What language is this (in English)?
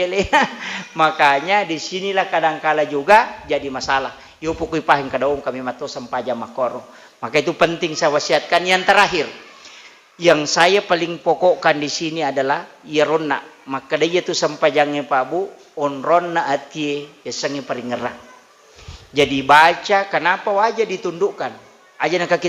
Buginese